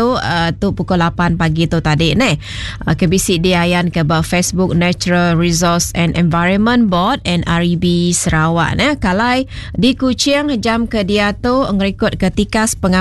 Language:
Iban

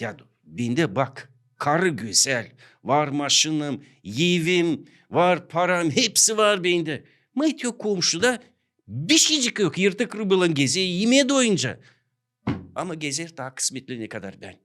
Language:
Gagauz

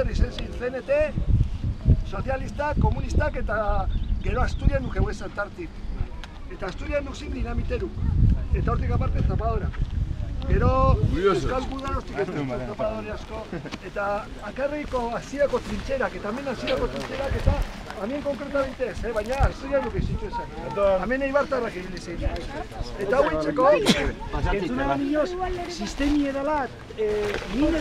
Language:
Basque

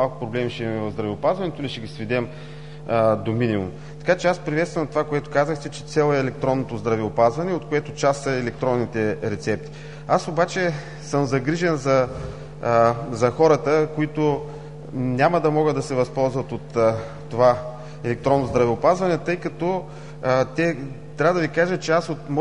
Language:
Bulgarian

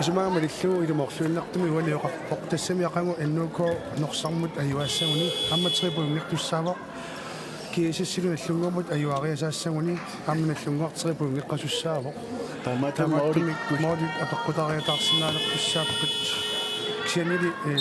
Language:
Kalaallisut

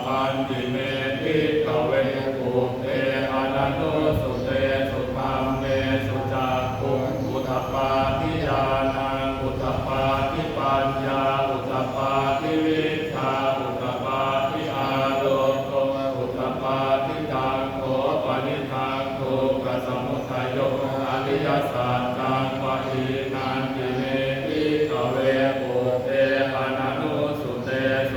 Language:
Pali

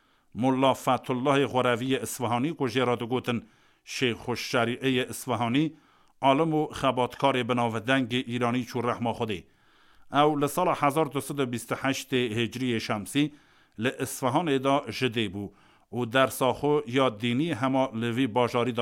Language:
Kurdish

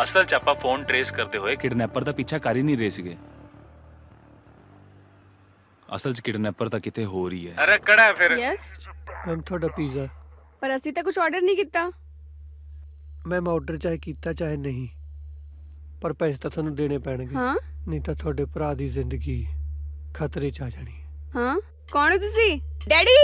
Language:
Punjabi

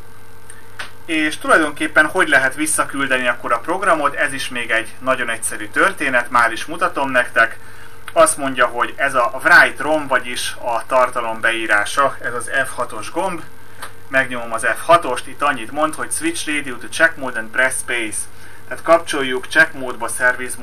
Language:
Hungarian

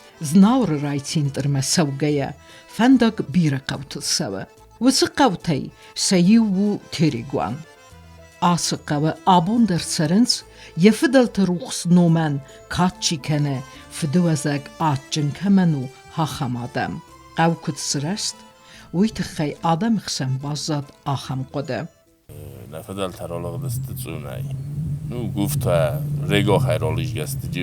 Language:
Ossetic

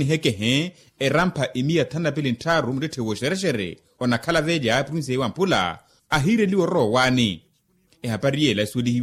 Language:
Makhuwa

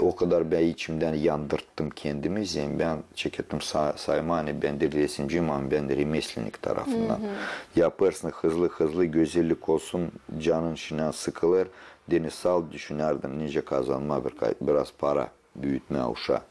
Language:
Gagauz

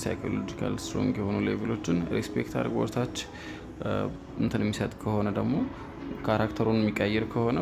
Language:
Amharic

